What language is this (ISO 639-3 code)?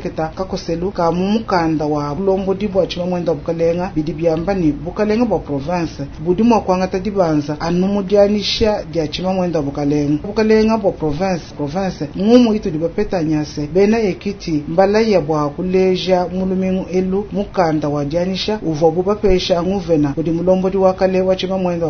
lua